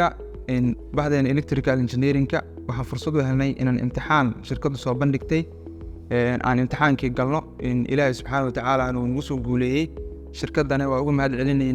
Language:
Somali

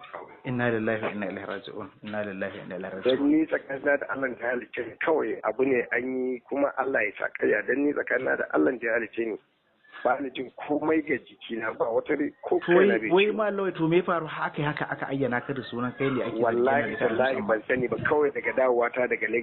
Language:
Hausa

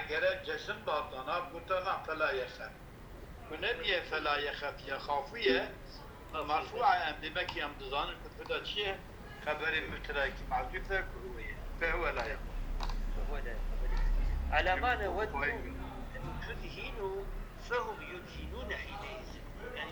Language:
Kurdish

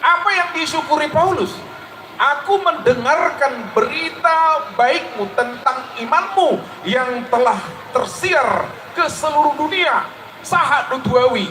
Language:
Batak Toba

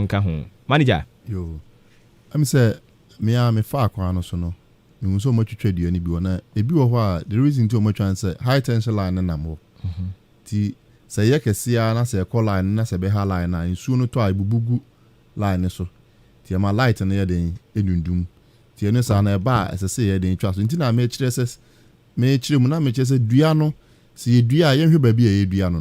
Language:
Akan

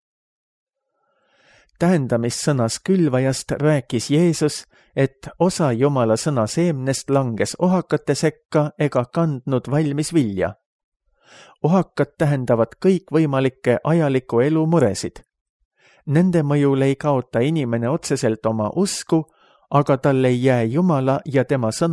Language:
Estonian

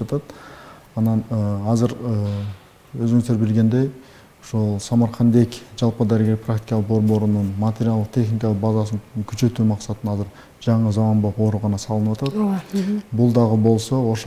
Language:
Kyrgyz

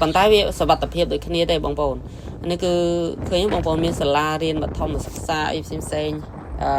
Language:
Khmer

